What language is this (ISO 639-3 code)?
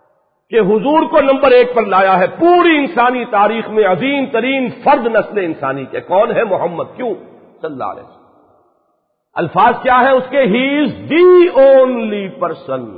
urd